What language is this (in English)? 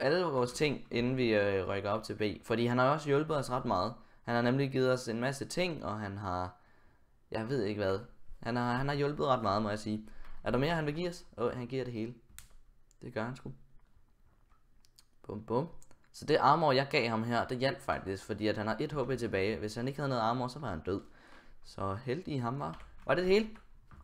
Danish